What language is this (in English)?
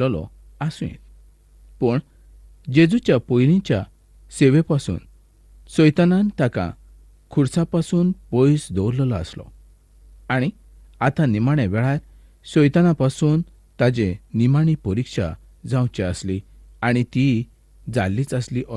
Konkani